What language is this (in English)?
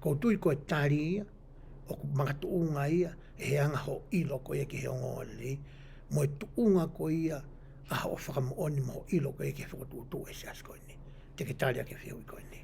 Tongan